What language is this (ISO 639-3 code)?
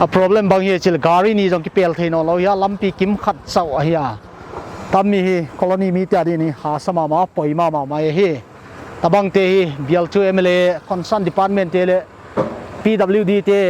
pck